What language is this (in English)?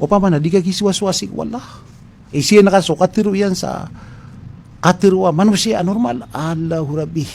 Maranao